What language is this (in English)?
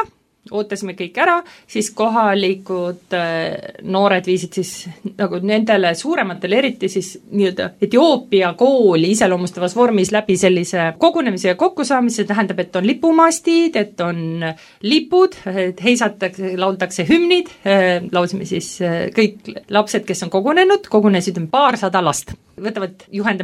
Estonian